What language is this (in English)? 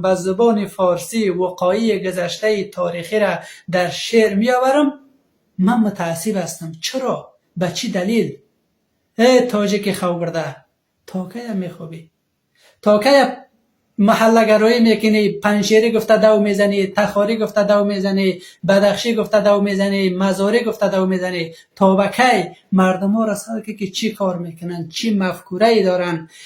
Persian